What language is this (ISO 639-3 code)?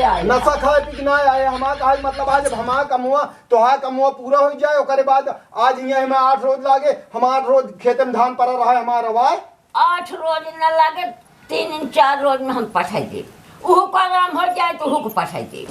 awa